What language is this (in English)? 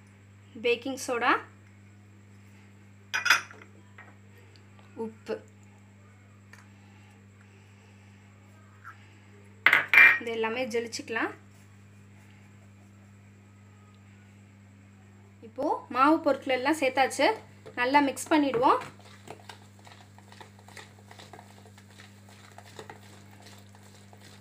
Tamil